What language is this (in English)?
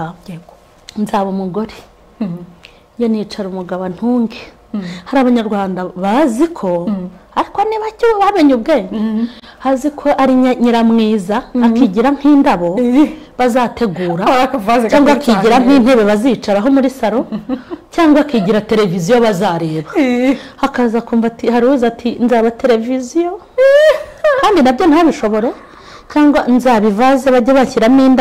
Kinyarwanda